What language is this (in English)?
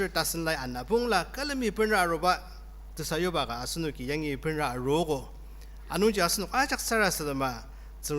Ao Naga